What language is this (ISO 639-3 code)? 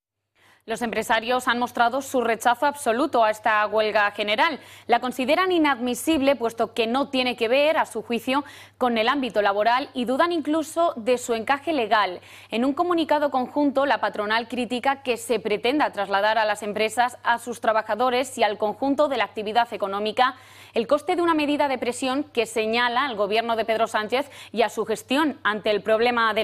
spa